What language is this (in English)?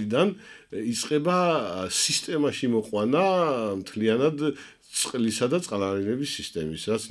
Georgian